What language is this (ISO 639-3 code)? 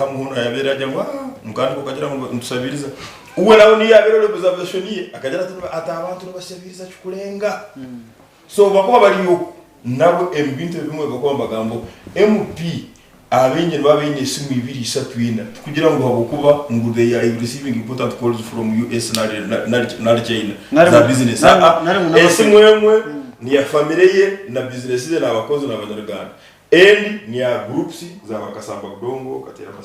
nyn